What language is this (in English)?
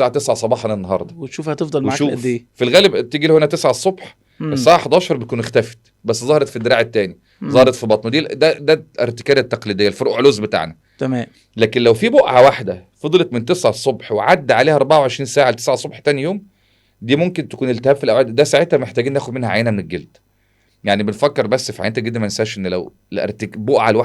Egyptian Arabic